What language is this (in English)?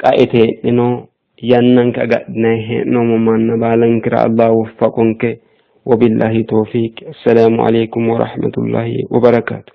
Sidamo